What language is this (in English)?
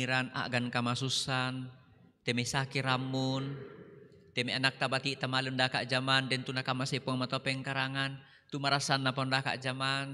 Toraja-Sa'dan